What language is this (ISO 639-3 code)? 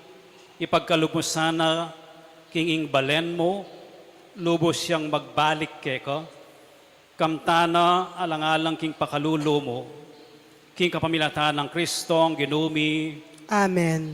pam